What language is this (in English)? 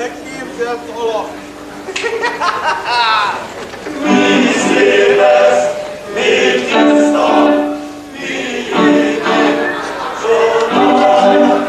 Hungarian